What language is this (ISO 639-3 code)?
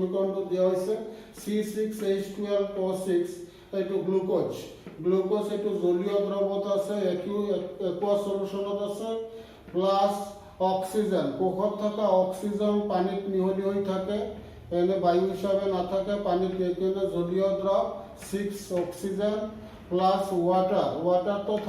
asm